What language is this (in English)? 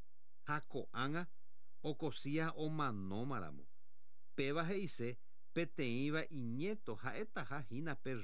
Guarani